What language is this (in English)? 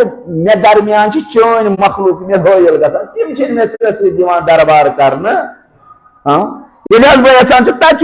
Kashmiri